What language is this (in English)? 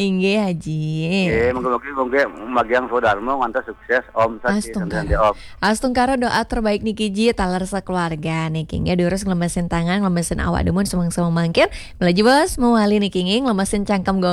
Balinese